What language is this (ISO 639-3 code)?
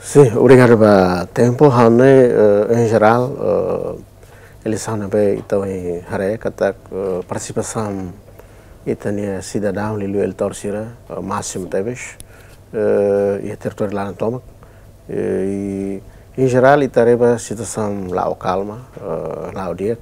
tet